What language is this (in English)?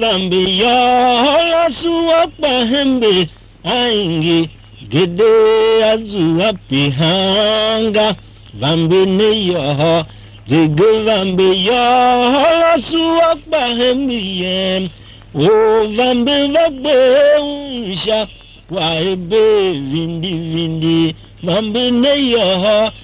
Tiv